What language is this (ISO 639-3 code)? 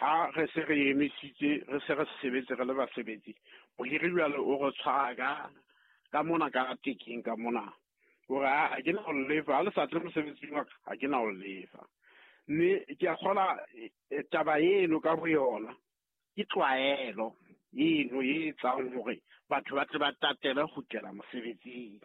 sot